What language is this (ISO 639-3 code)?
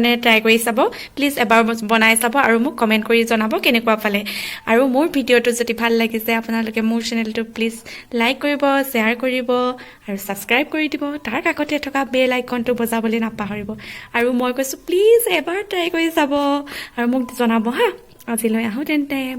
asm